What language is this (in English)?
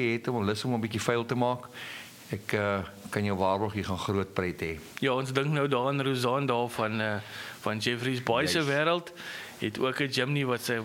Afrikaans